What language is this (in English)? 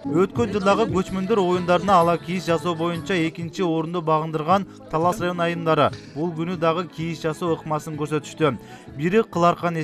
Kyrgyz